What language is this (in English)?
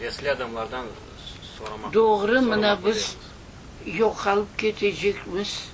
Crimean Tatar